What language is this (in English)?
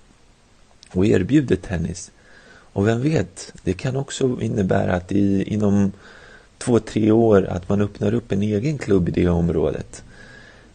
Swedish